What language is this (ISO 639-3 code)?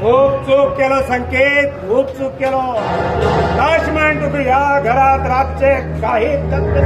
kok